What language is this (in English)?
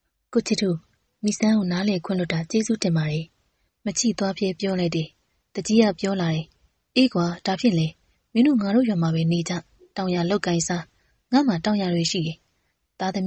Burmese